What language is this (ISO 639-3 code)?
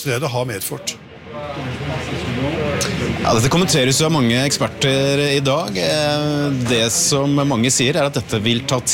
nor